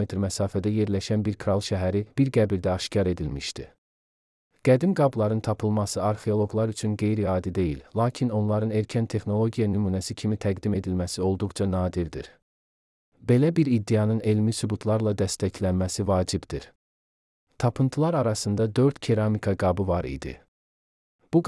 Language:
Azerbaijani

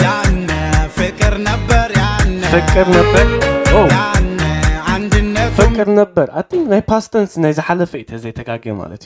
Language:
Tigrinya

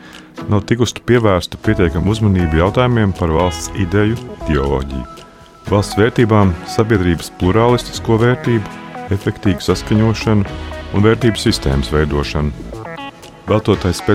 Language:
Latvian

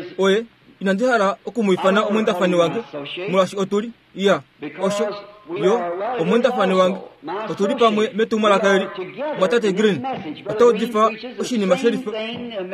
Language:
Kuanyama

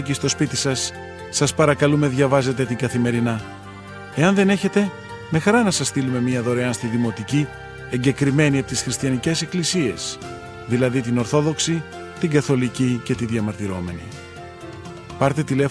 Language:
Greek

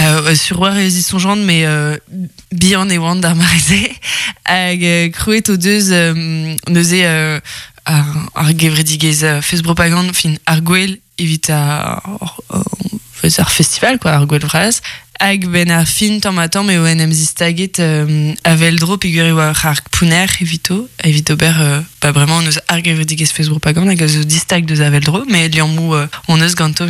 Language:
Breton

